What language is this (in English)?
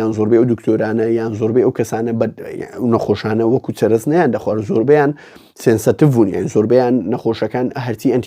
Central Kurdish